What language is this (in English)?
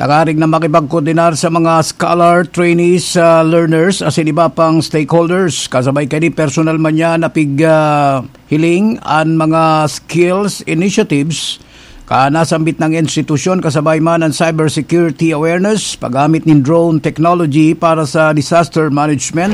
Bikol